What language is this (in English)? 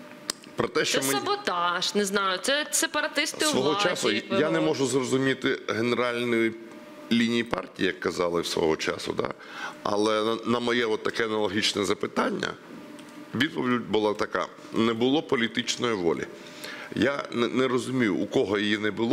Ukrainian